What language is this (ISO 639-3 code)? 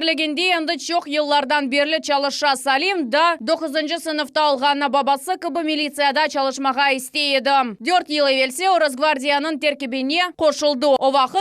crh